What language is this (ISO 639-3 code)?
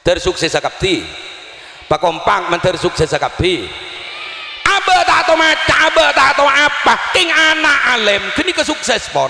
mad